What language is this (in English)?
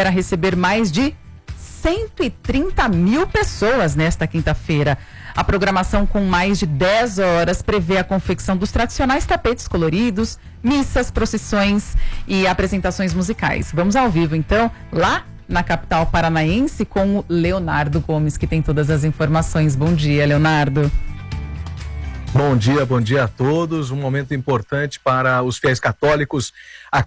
Portuguese